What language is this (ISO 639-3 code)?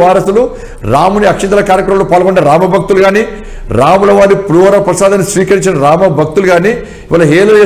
tel